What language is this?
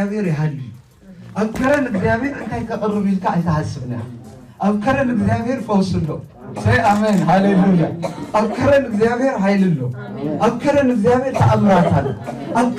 Tigrinya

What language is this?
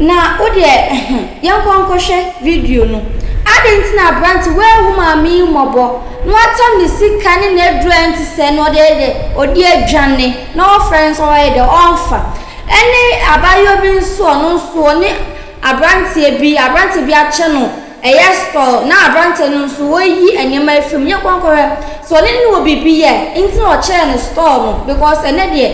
Akan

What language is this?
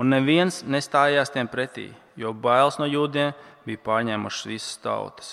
Latvian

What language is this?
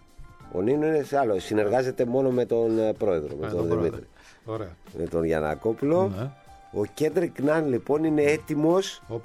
Greek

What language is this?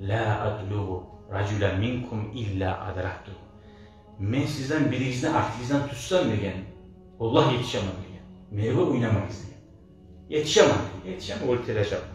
Kumyk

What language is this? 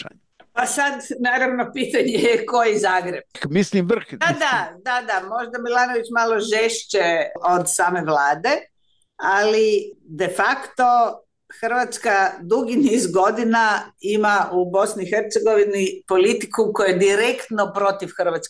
Croatian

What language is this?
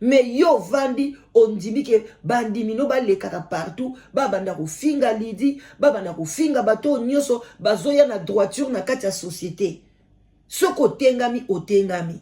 Lingala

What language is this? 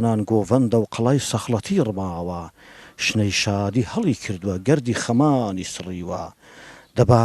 Central Kurdish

